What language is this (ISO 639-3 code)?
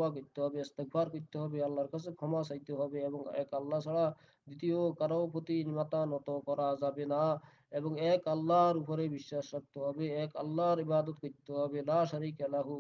ben